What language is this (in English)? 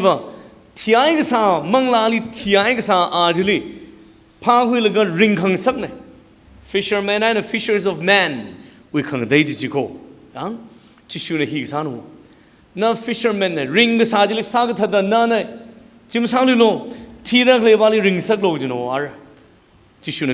Tangkhul Naga (India)